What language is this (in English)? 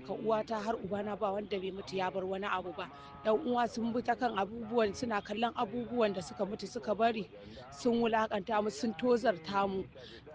Hausa